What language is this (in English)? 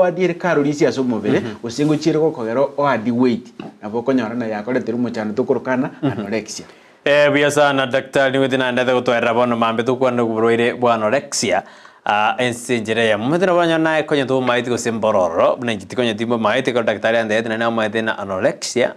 Gusii